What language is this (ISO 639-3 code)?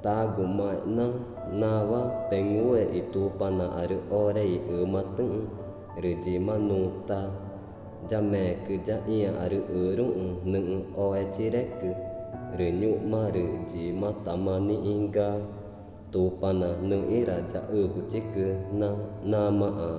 tca